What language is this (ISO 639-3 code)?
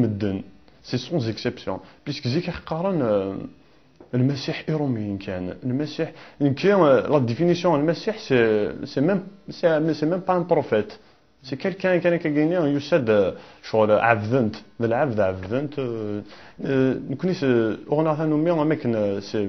kab